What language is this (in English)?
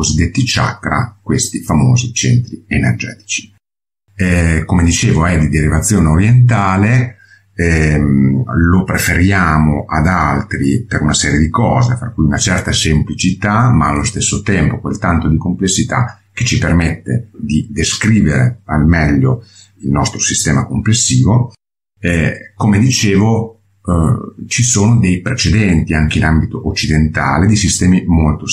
Italian